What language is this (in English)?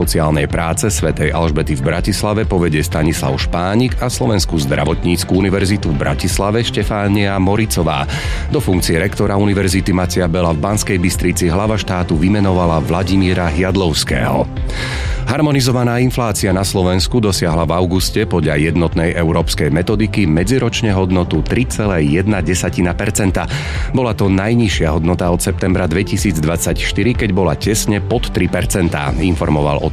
Slovak